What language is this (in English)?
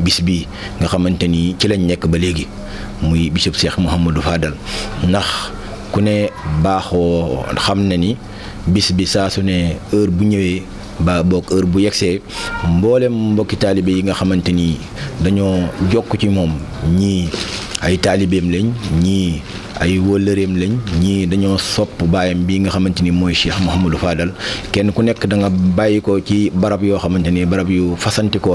Wolof